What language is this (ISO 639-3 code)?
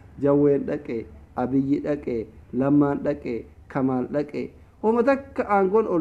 orm